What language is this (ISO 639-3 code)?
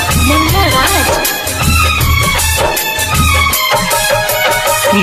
bho